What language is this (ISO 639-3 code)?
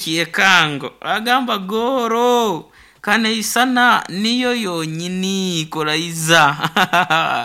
nyo